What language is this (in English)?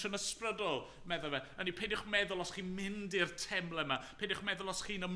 Welsh